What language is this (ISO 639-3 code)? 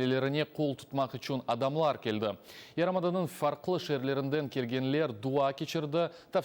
crh